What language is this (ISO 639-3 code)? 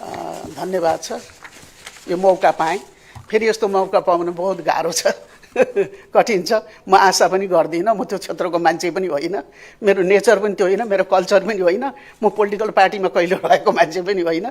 nep